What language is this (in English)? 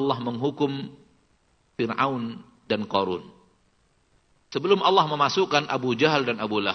Indonesian